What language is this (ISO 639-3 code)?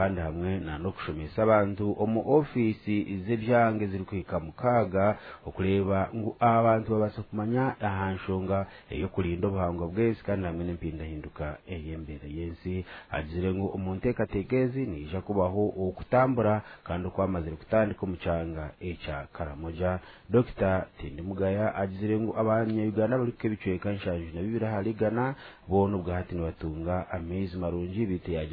nyn